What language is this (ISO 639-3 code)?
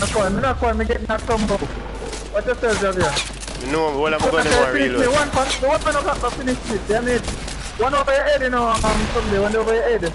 jam